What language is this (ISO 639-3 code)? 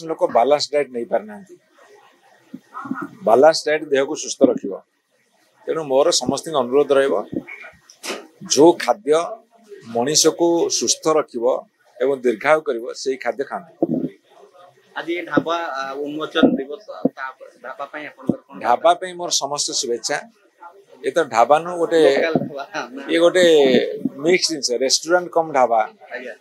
ori